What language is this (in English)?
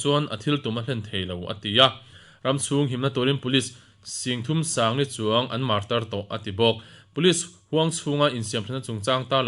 Mizo